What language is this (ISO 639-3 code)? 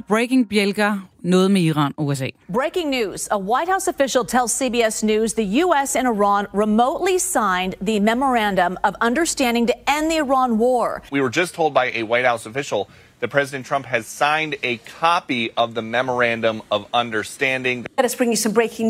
dan